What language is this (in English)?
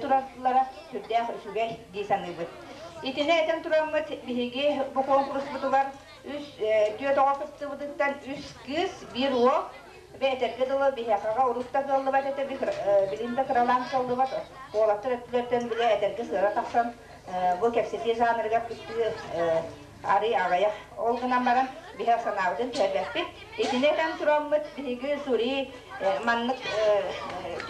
Yakut